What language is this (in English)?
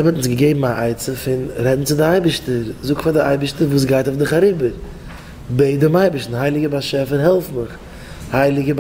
Yiddish